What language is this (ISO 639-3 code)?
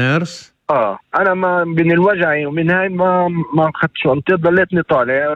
apc